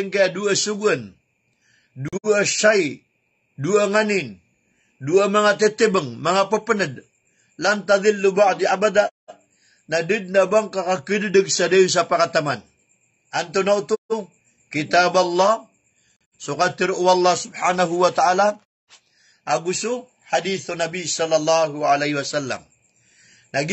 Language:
Maranao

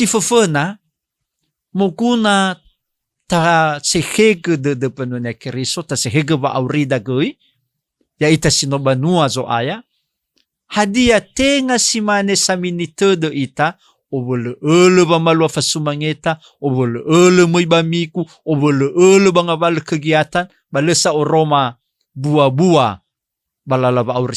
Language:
Nias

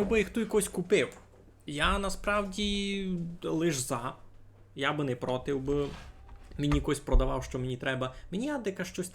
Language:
Rusyn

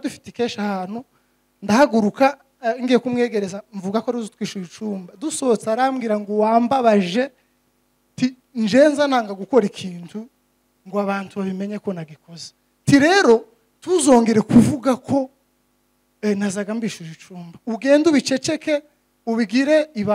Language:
Kinyarwanda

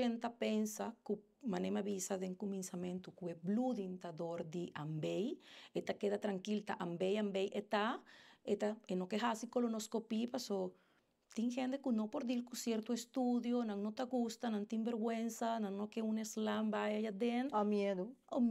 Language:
Papiamento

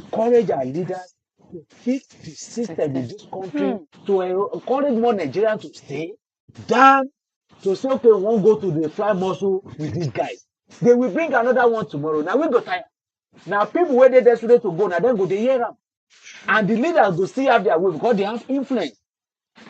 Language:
Nigerian Pidgin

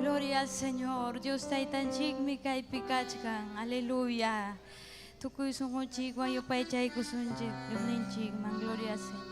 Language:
Ayacucho Quechua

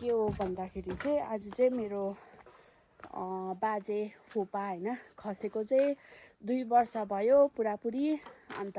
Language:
Nepali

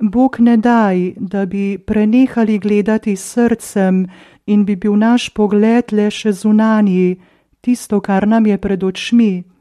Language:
Slovenian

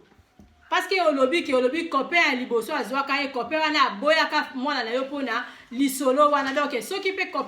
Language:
Lingala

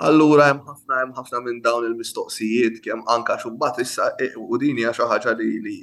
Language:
Maltese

